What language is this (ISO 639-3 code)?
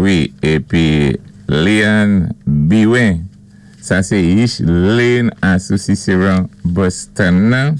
acf